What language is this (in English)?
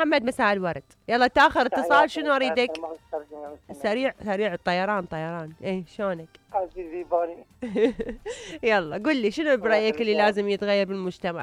Mesopotamian Arabic